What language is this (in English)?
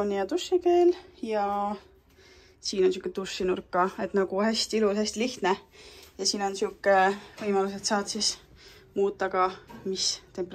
Estonian